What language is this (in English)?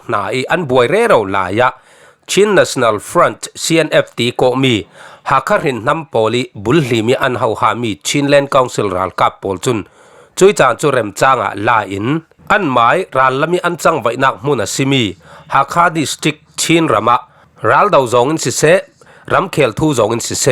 Falam Chin